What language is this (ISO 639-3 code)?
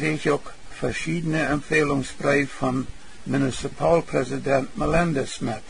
pdt